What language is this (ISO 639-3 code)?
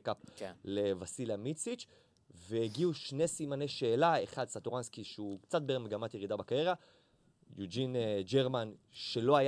heb